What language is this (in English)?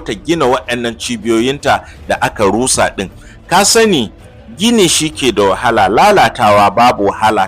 Hausa